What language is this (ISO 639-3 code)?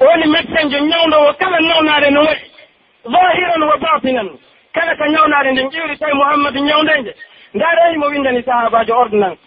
fuf